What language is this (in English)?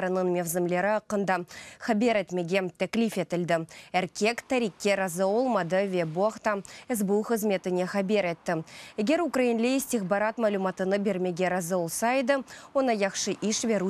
Crimean Tatar